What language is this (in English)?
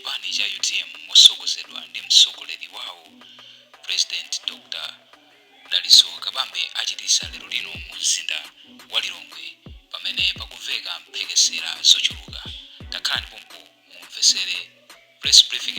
Nyanja